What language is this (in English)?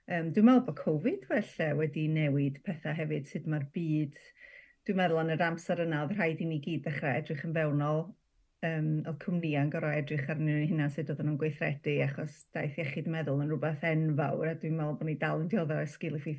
Welsh